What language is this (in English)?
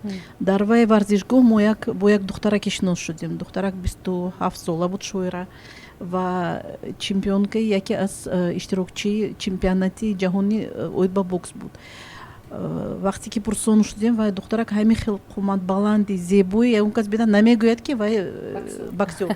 Tajik